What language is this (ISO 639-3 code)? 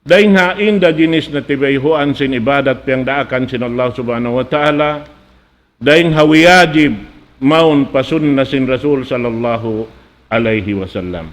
tsg